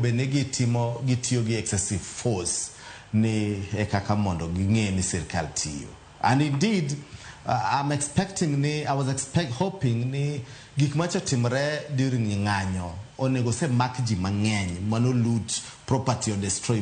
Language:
Luo (Kenya and Tanzania)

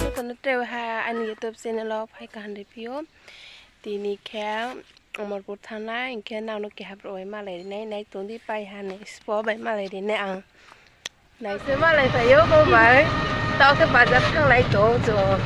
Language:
Riang (India)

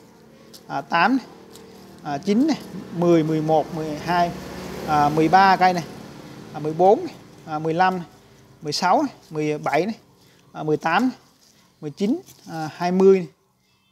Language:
Vietnamese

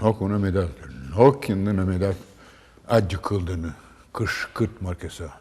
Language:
Udmurt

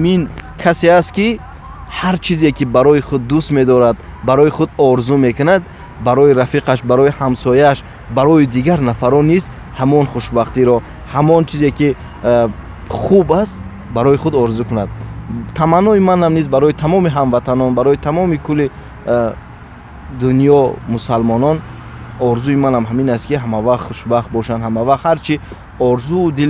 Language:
Tajik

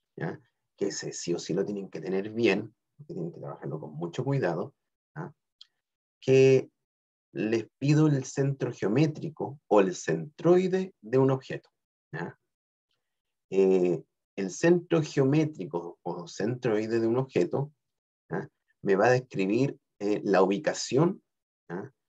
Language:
Spanish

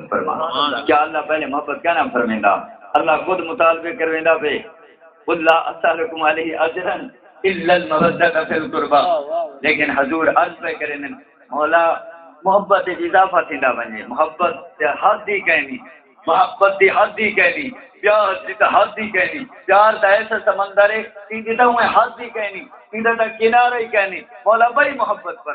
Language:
Saraiki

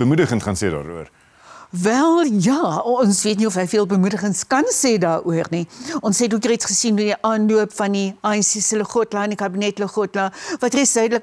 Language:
Afrikaans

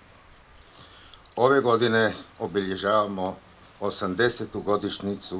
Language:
Croatian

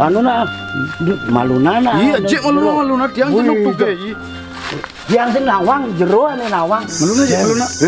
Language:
Balinese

